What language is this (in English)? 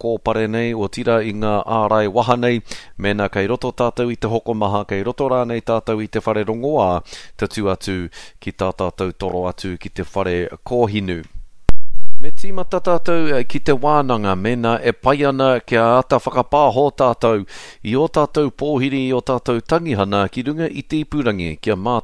Māori